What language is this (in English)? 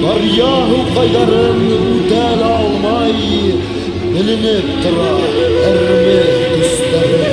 Bashkir